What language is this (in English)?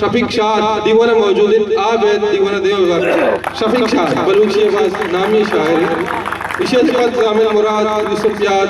Eastern Balochi